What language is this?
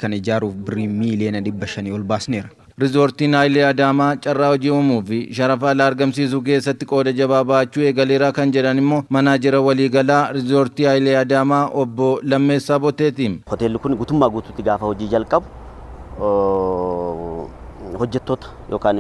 Oromo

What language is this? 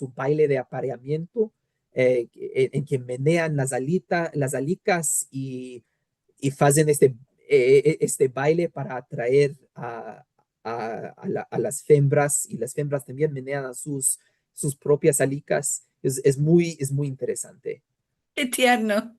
Ladino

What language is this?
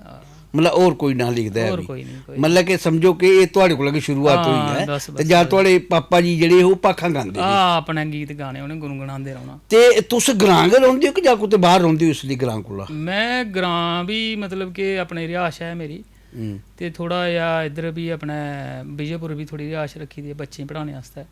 Dogri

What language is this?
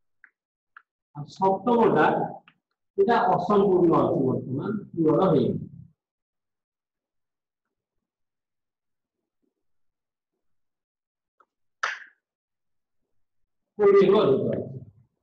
Odia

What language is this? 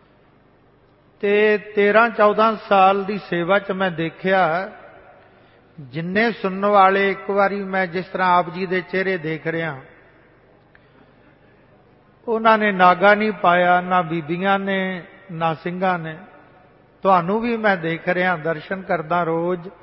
Punjabi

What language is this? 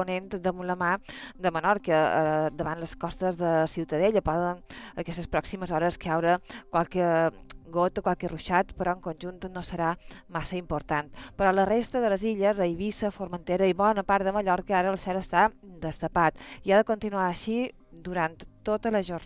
Catalan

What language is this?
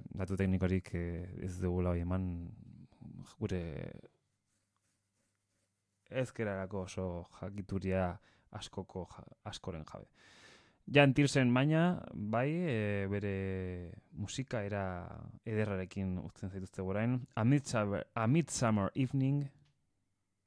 Basque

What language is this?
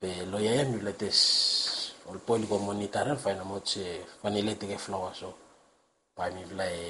Bislama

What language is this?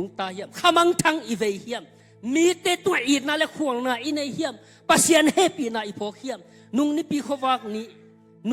Tedim Chin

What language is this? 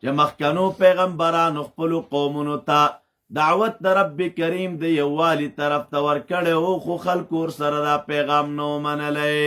Pashto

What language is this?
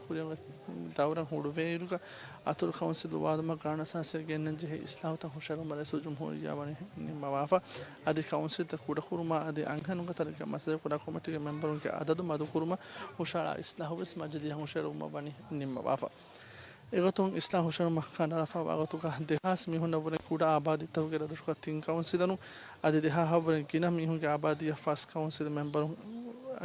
Divehi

